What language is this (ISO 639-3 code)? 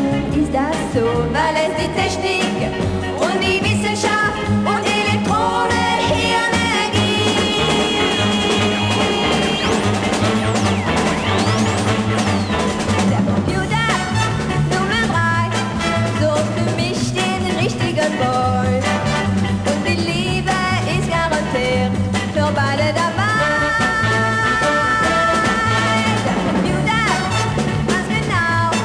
deu